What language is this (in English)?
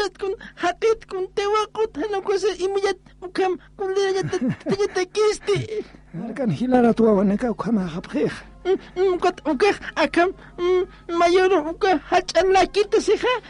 Aymara